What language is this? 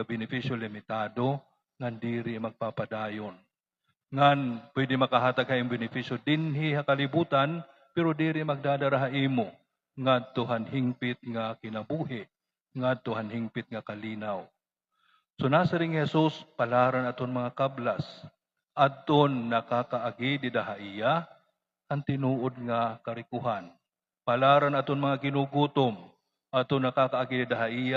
Waray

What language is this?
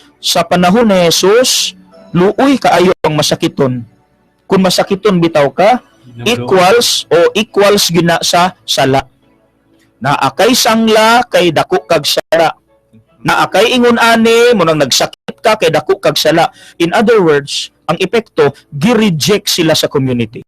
Cebuano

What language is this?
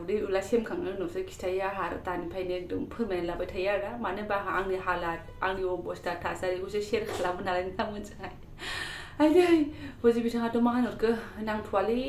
Bodo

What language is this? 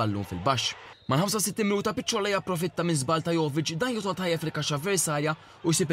Maltese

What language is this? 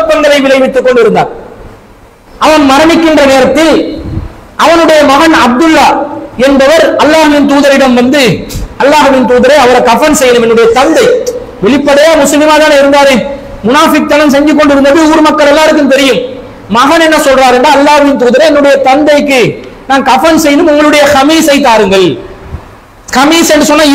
Tamil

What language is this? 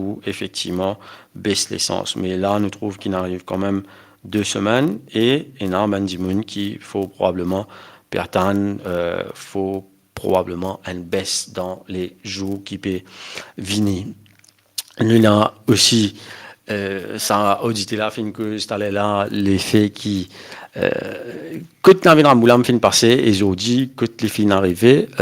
Morisyen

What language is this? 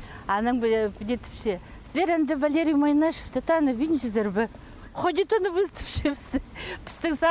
Khakas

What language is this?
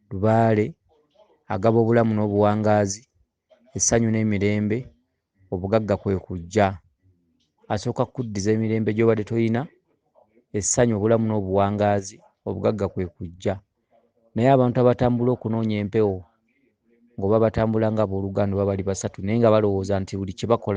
Ganda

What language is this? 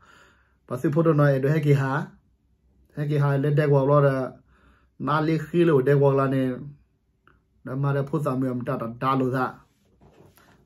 S'gaw Karen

